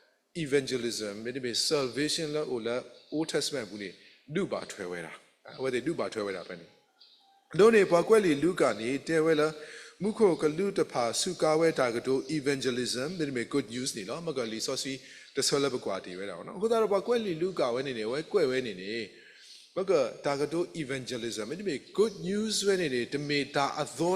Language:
S'gaw Karen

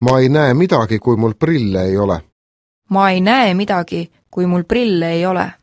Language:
Estonian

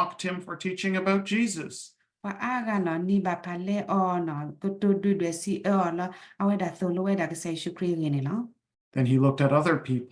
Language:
S'gaw Karen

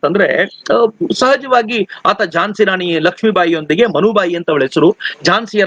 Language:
Kannada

